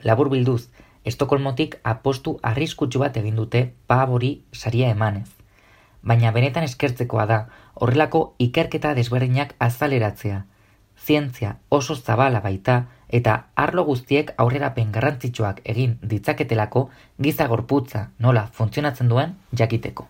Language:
Basque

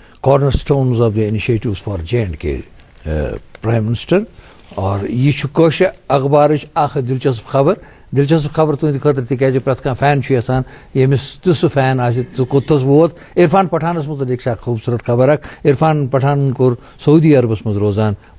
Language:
Kashmiri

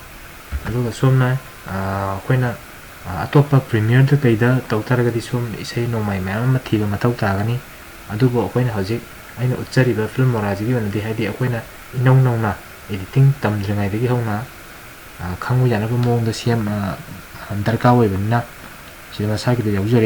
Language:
Manipuri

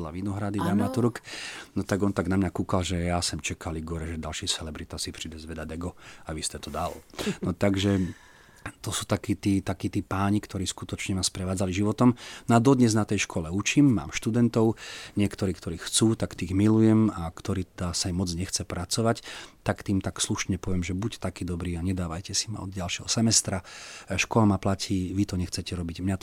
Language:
Slovak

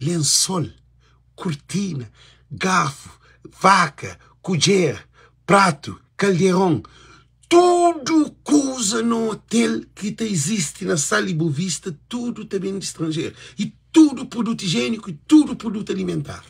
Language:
Kabuverdianu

